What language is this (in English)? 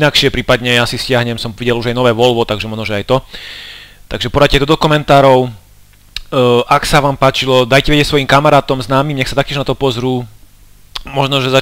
Slovak